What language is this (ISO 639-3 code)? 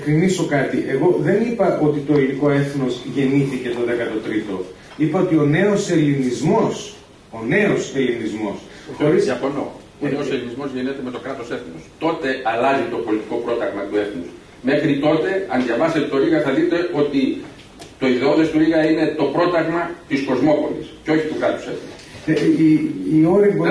ell